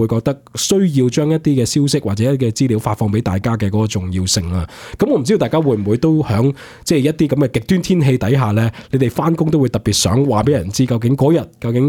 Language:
Cantonese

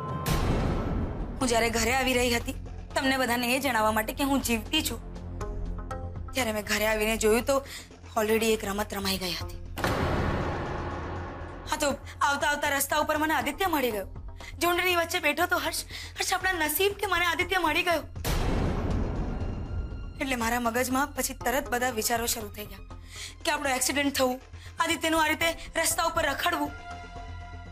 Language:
Gujarati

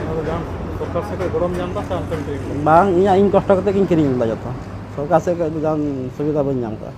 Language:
Santali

